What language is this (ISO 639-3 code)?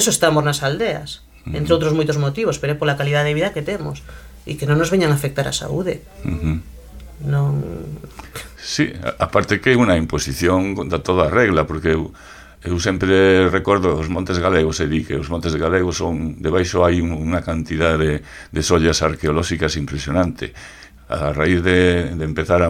glg